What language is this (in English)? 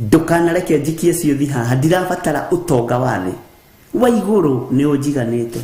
Kikuyu